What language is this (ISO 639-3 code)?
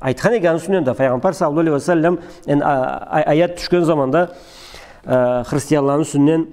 krc